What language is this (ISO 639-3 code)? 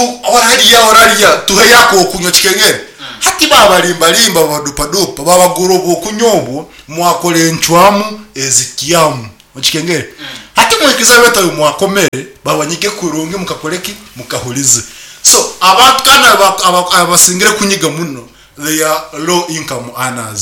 nyn